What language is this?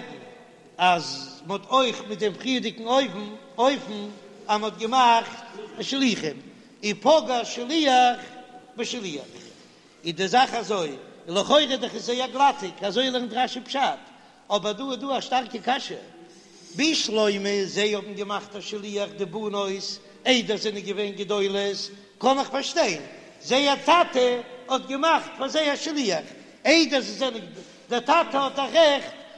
Yiddish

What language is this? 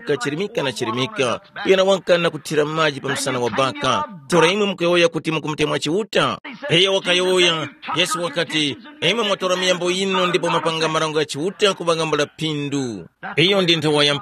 Tumbuka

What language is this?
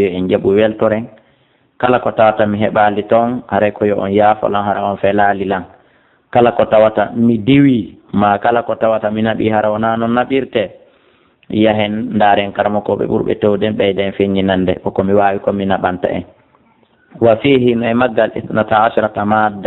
Fula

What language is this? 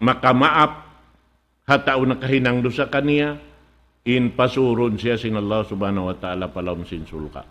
Tausug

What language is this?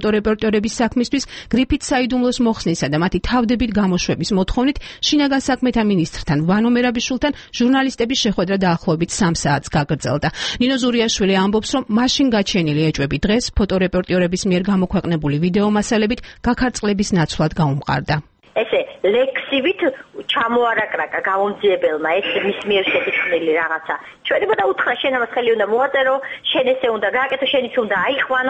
Georgian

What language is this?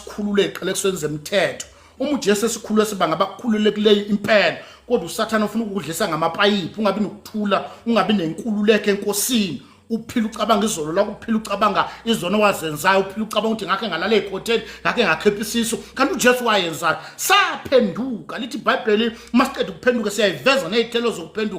Zulu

